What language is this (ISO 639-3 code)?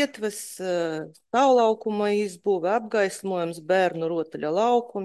lav